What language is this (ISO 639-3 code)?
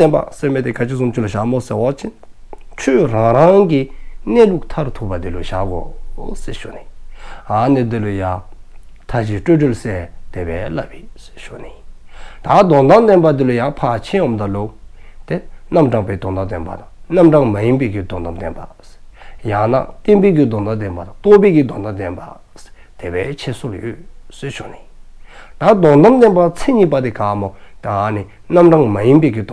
dzo